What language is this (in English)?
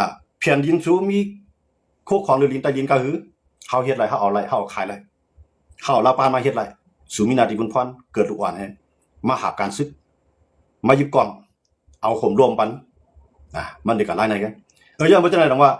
Shan